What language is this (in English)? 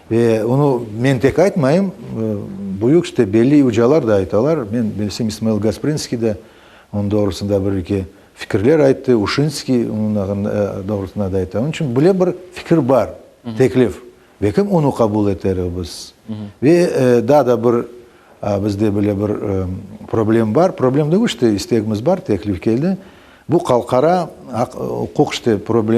Crimean Tatar